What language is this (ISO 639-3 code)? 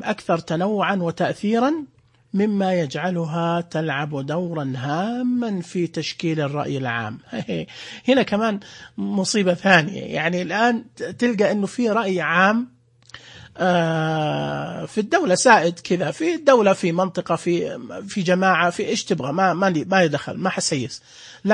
ars